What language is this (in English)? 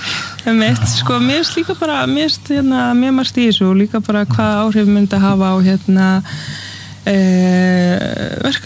Icelandic